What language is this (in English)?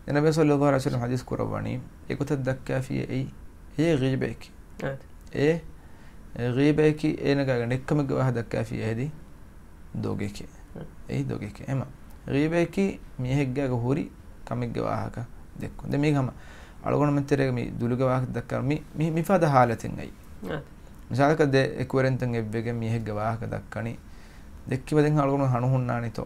Divehi